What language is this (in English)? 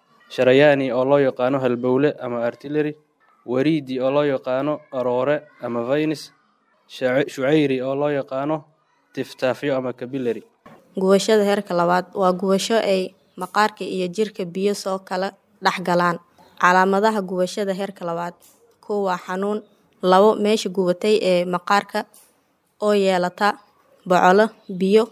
Somali